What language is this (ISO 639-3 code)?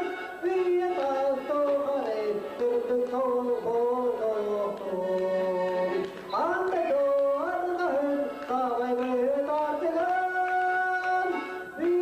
sah